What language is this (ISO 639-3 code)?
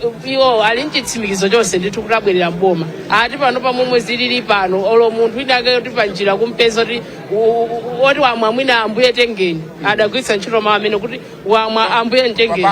nya